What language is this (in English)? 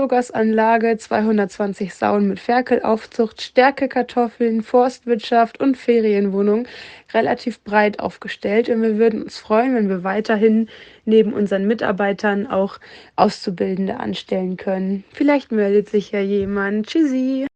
German